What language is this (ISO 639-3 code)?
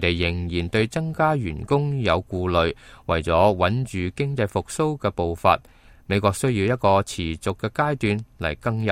yue